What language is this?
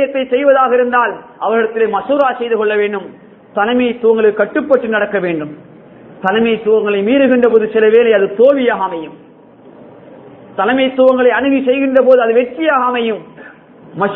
Tamil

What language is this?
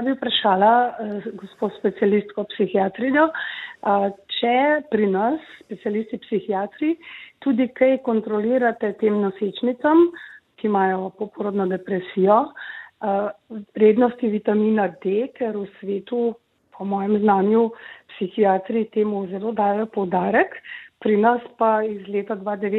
Slovenian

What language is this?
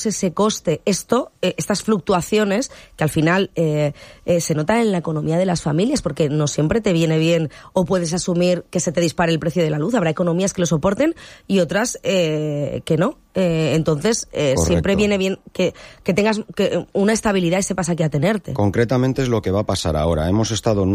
Spanish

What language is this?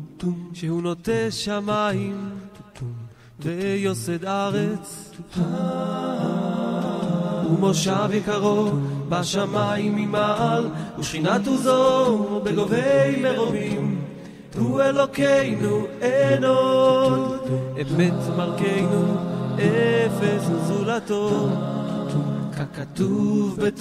Hebrew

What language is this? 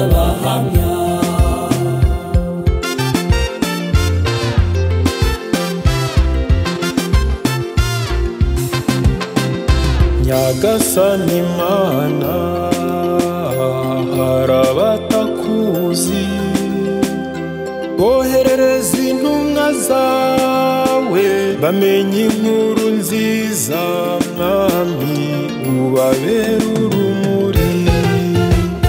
Kinyarwanda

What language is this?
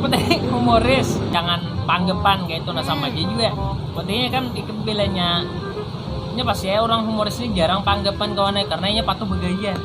Banjar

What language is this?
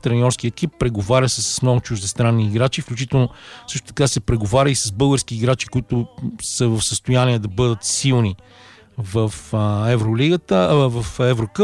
Bulgarian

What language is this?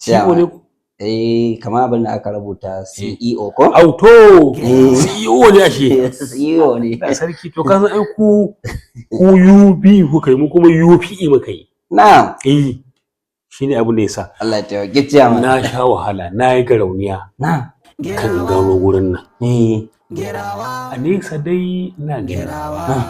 Hausa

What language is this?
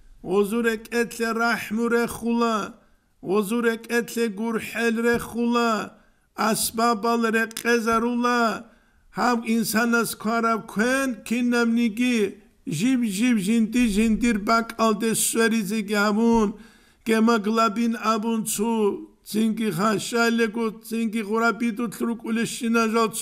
Avaric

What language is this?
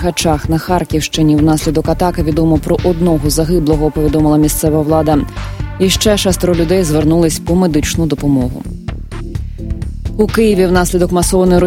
Ukrainian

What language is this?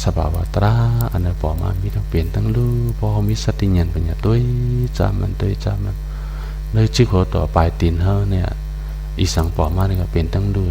Shan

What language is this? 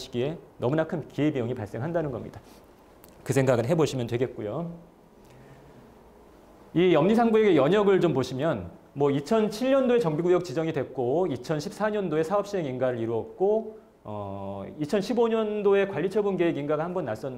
Korean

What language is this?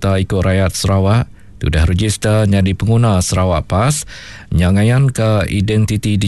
Iban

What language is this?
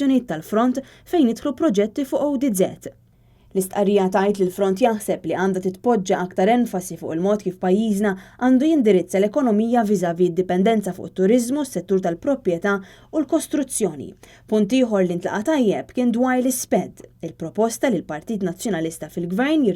Maltese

